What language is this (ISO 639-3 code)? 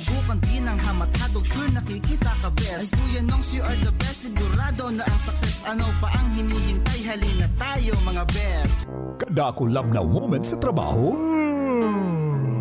bik